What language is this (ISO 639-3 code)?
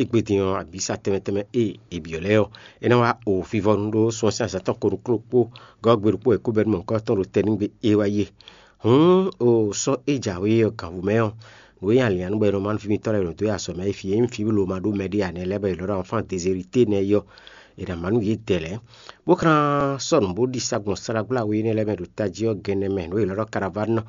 fon